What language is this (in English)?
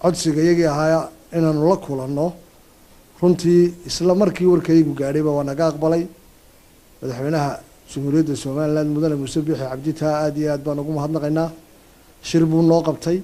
Somali